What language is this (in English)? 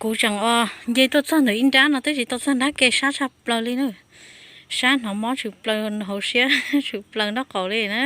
Hmong